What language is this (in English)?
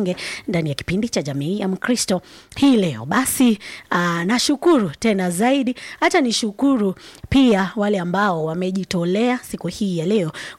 Swahili